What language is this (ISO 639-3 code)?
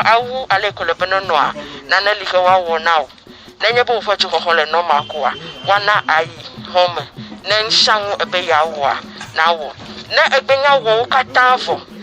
ewe